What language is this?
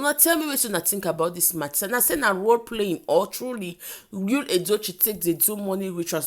Nigerian Pidgin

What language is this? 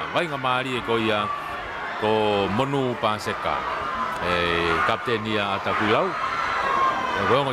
Tongan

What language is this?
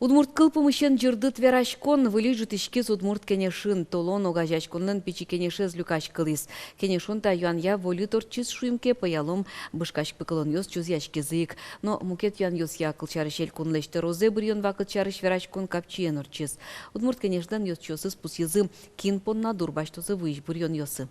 Udmurt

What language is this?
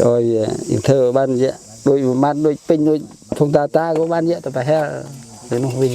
Khmer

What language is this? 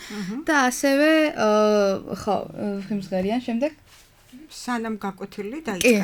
Georgian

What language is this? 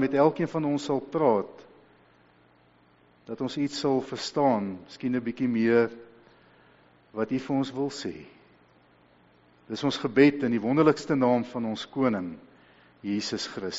Afrikaans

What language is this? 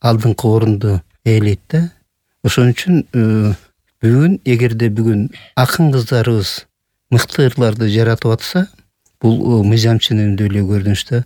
Kyrgyz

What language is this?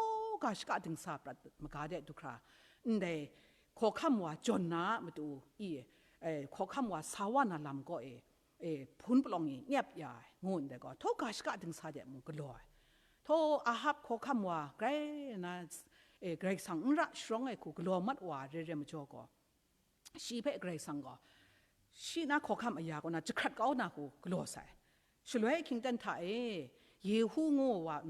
Kachin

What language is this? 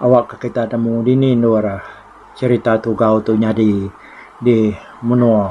Iban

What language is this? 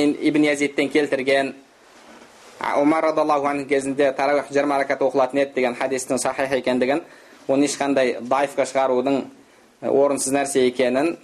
Kazakh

